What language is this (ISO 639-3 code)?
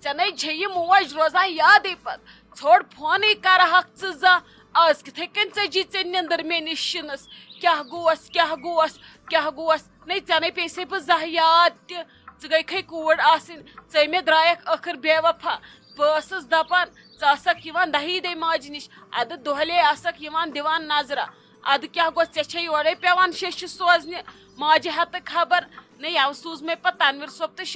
kas